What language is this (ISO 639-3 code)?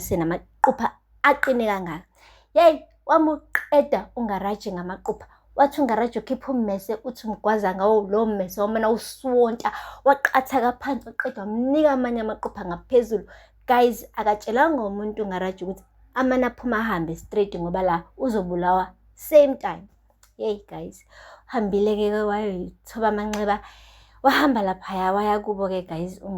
zul